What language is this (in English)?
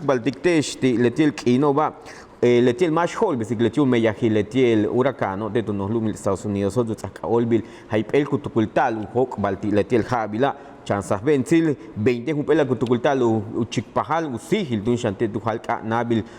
Yucateco